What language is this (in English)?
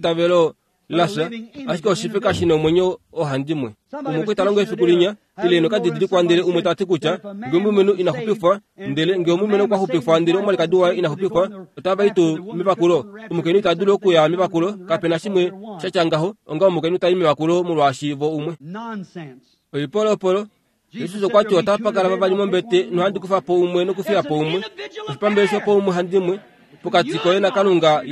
Kuanyama